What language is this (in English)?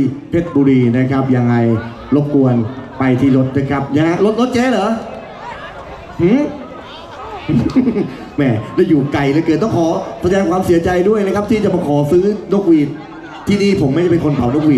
Thai